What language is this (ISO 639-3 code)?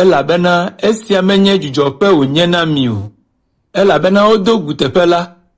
ewe